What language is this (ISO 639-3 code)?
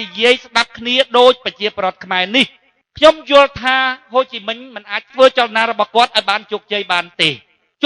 khm